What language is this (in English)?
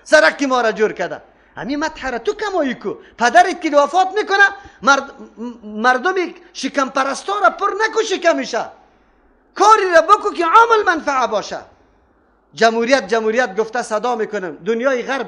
Persian